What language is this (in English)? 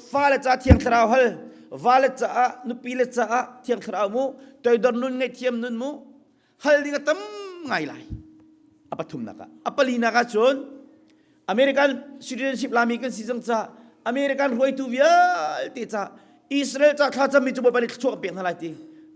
Hakha Chin